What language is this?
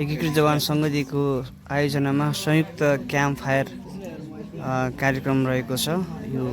Nepali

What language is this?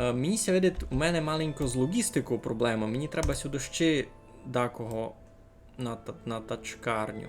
Rusyn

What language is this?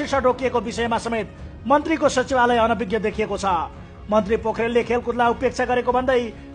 Nepali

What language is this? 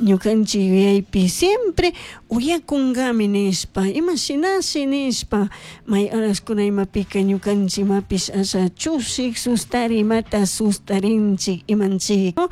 Chimborazo Highland Quichua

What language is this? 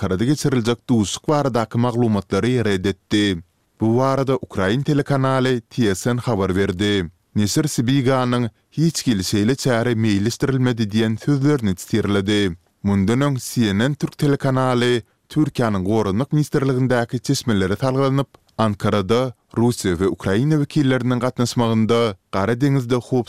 Turkmen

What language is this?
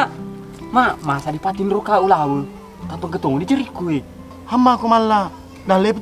Buginese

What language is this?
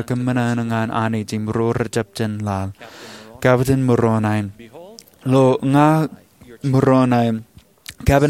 Marshallese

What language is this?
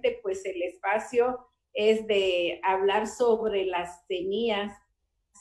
Spanish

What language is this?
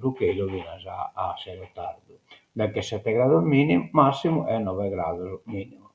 Sardinian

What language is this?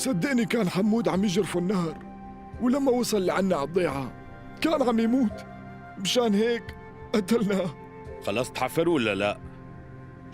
North Levantine Arabic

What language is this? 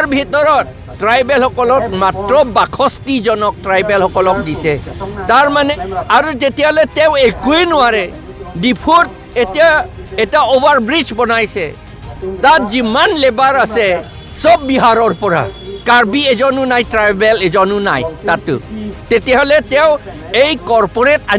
Karbi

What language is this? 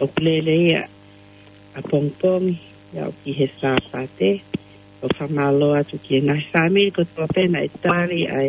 Tongan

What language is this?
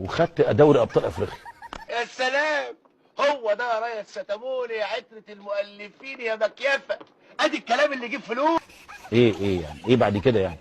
Egyptian Arabic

